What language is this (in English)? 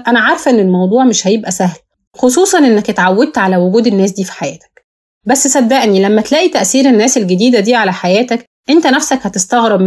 Egyptian Arabic